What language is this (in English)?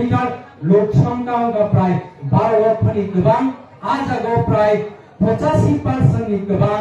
Kok Borok